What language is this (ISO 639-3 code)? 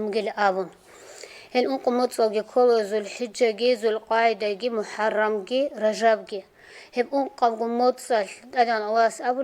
ava